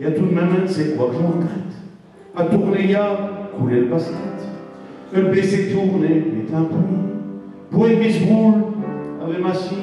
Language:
Picard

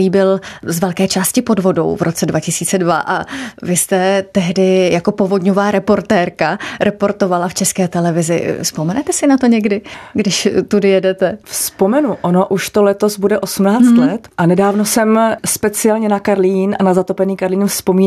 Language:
Czech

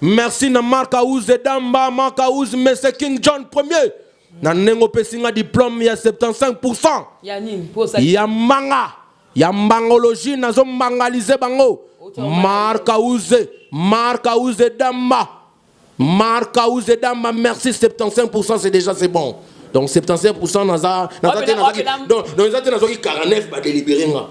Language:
Lingala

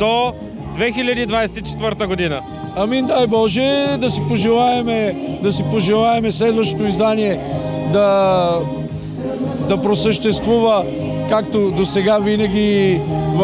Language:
Bulgarian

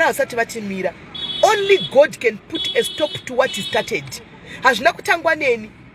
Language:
Shona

